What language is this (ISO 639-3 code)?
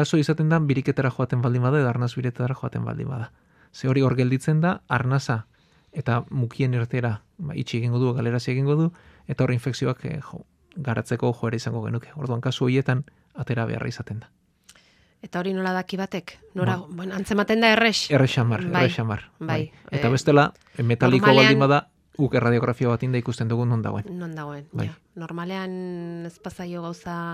eus